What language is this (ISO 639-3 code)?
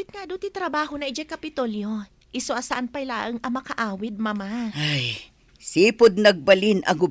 ilo